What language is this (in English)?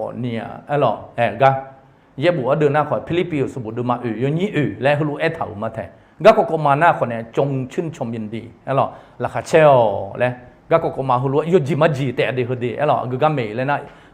Akha